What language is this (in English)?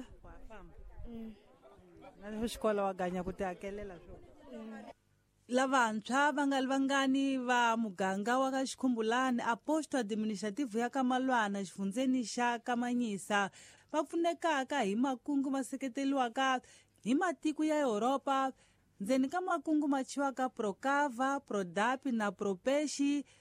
Tsonga